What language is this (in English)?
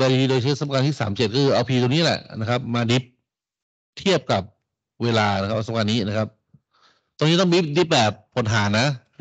Thai